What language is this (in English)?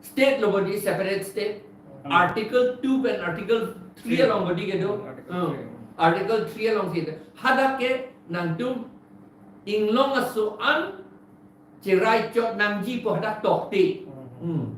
Karbi